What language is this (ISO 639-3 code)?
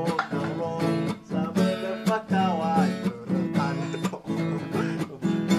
nia